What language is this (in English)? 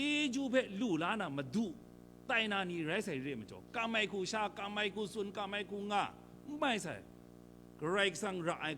Kachin